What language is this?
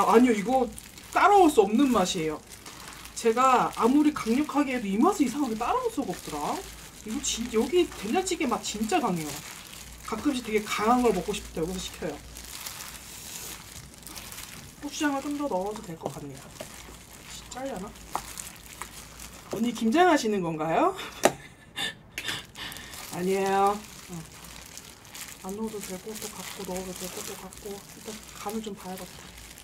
Korean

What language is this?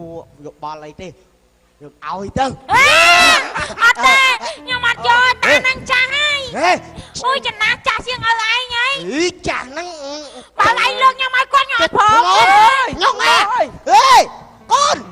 Khmer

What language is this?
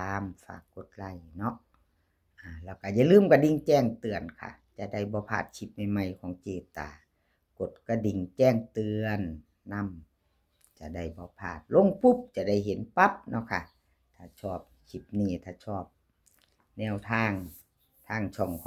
Northeastern Thai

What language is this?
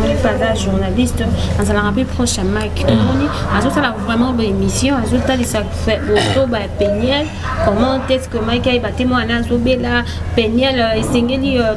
Lingala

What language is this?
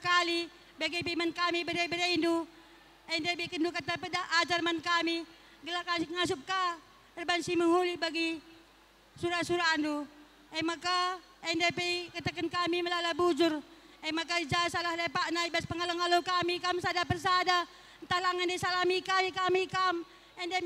Batak Karo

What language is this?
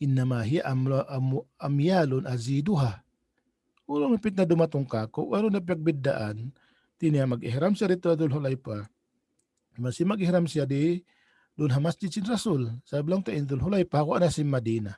Tausug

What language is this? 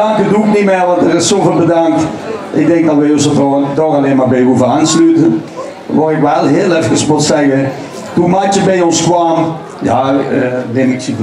Limburgish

